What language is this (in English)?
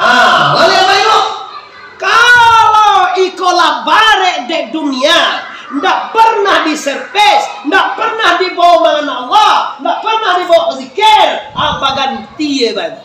Minangkabau